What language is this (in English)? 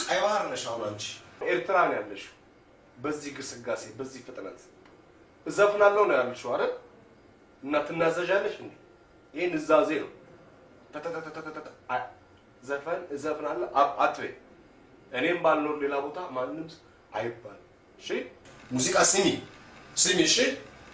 Amharic